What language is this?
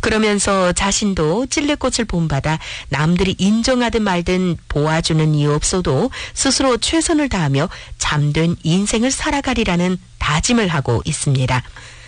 Korean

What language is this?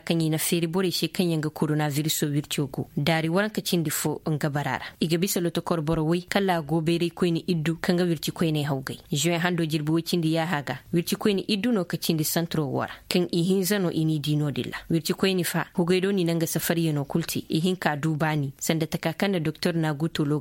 Koyraboro Senni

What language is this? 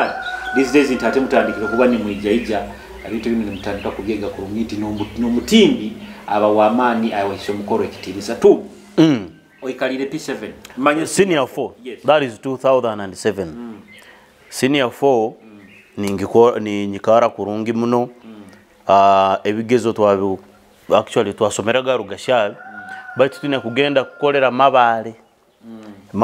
Nyoro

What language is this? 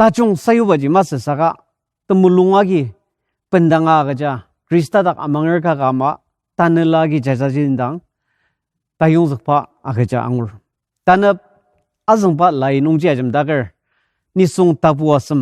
Ao Naga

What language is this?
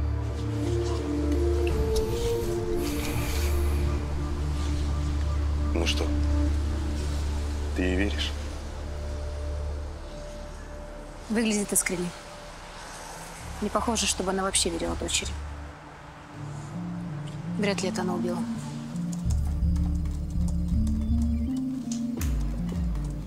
Russian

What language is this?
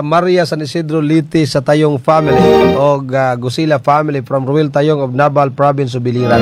Cebuano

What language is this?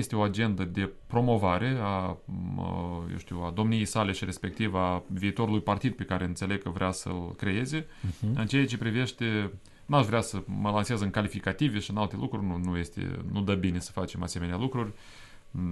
Romanian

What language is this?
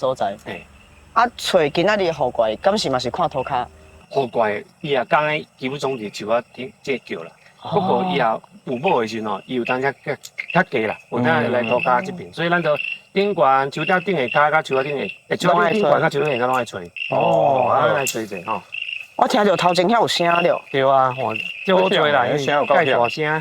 Min Nan Chinese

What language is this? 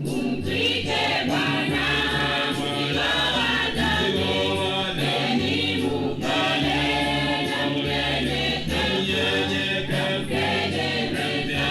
Gusii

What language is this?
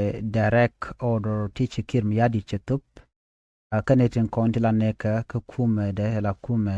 Nuer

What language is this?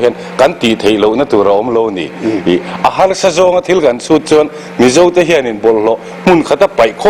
Mizo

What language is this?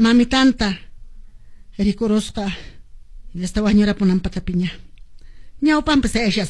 Quechua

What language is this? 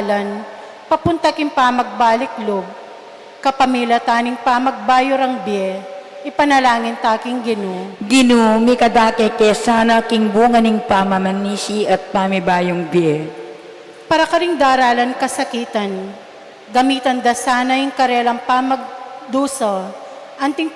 Pampanga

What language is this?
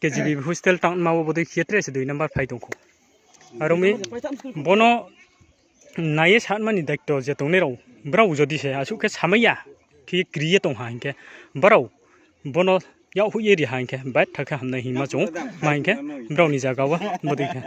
Riang (India)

